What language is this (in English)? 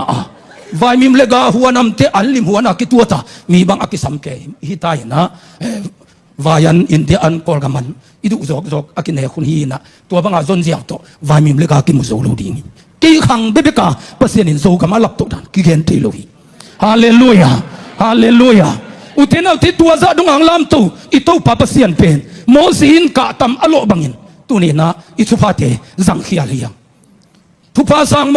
Tedim Chin